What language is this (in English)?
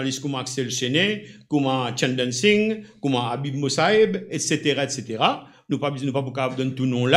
Morisyen